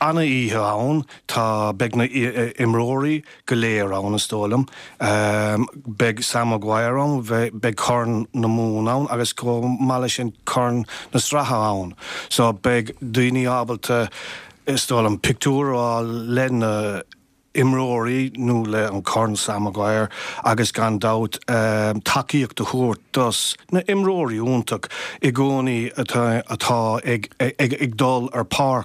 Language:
Irish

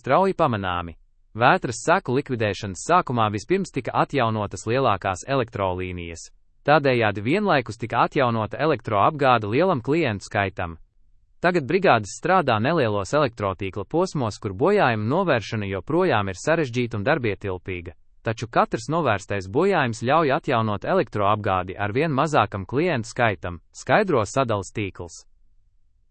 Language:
Latvian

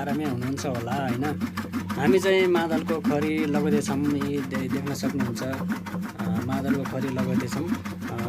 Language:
Nepali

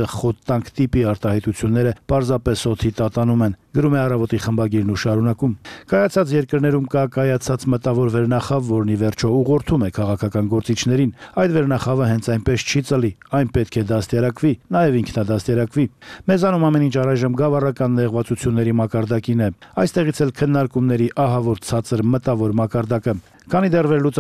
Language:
Armenian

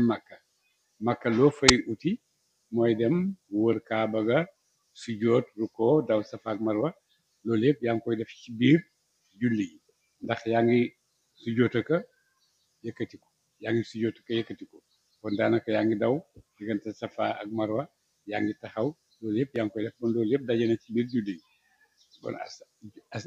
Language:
Wolof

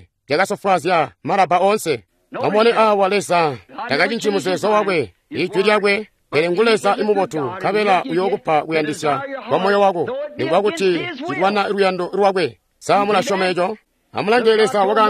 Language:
Tonga (Zambia)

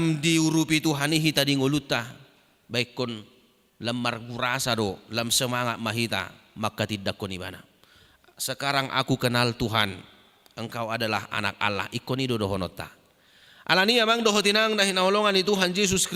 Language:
Batak Toba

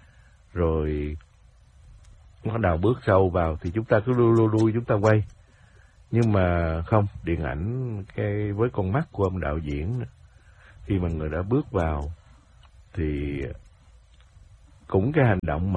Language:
Vietnamese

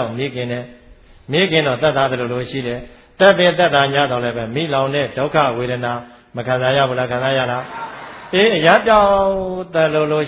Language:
Burmese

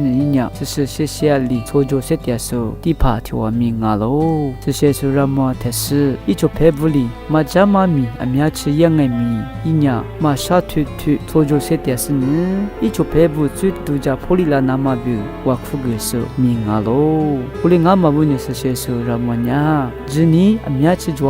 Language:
Lisu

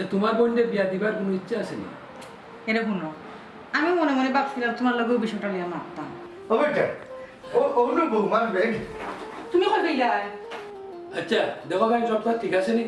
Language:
Sylheti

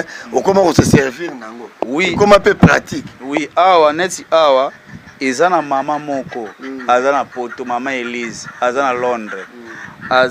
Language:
Lingala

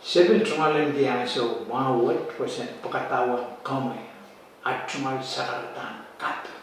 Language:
Pohnpeian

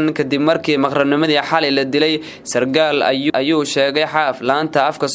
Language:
Somali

